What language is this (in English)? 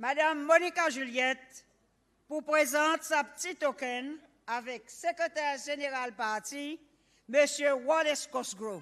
Seselwa Creole French